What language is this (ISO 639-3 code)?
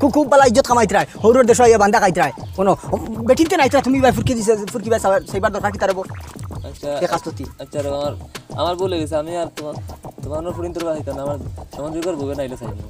syl